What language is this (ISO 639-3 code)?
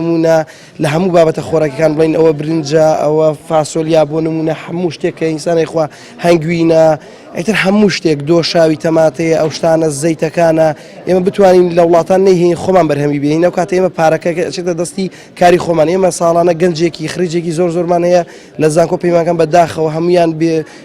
ckb